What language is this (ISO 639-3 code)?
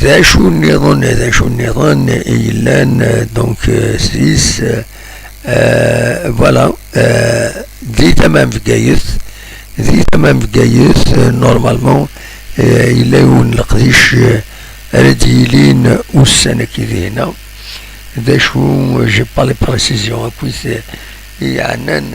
kab